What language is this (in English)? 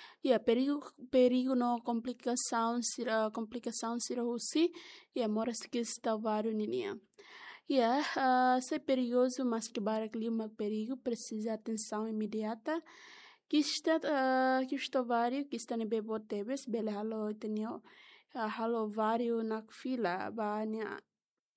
Tetum